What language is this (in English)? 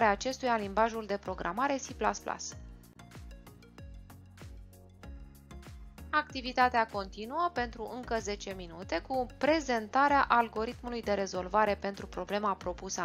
Romanian